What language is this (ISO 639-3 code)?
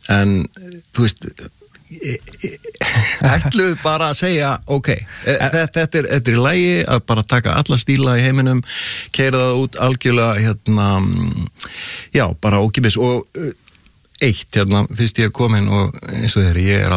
isl